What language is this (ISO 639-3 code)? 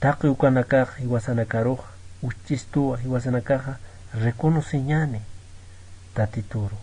aym